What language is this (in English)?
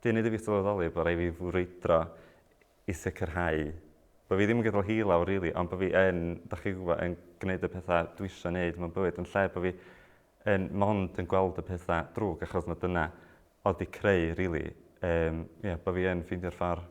Welsh